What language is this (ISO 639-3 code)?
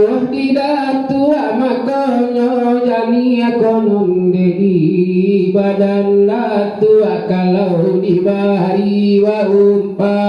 min